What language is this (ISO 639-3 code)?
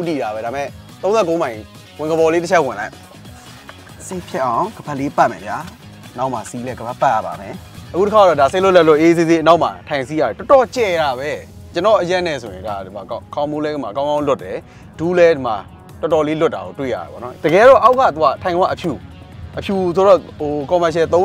mya